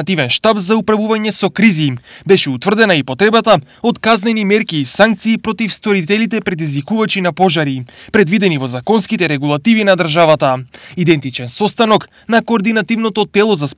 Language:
Macedonian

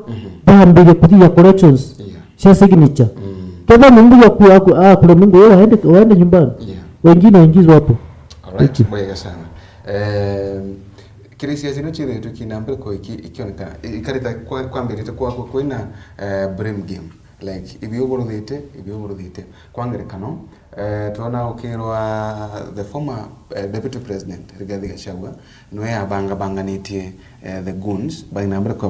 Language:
Meru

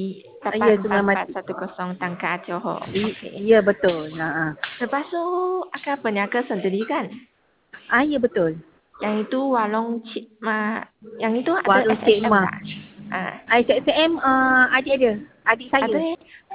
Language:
Malay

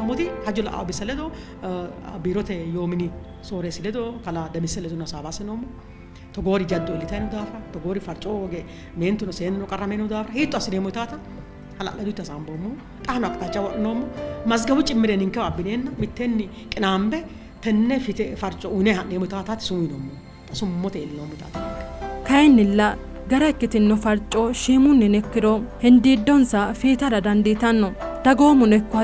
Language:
Sidamo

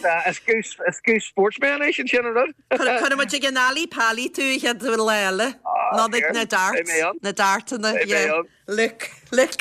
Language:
Irish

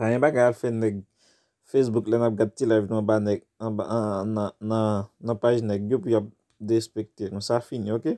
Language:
Haitian Creole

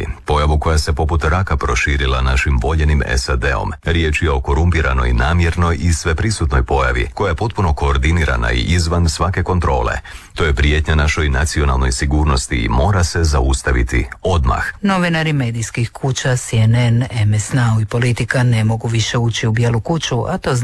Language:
Croatian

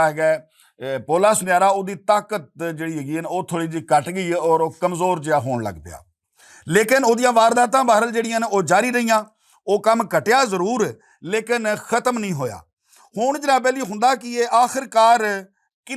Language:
Western Panjabi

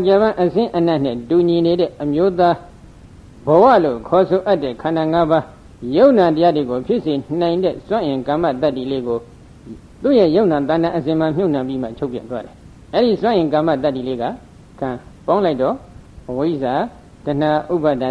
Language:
Burmese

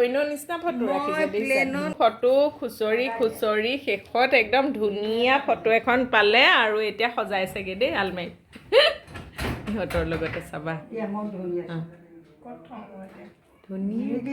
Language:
Assamese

